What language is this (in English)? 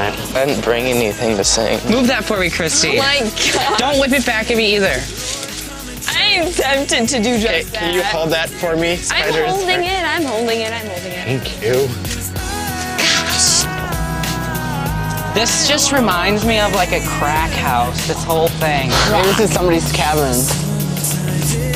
English